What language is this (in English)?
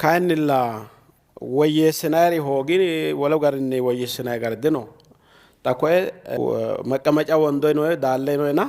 Sidamo